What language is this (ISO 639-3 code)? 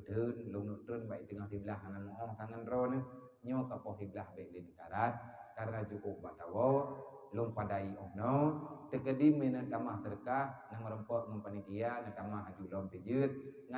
ace